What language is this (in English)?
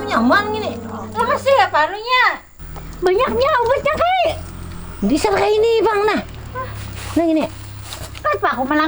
Banjar